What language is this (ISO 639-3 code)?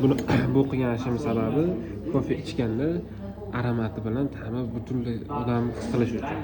uzb